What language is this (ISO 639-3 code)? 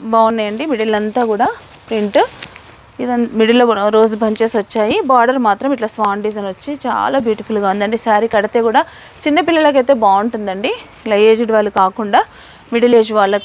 tel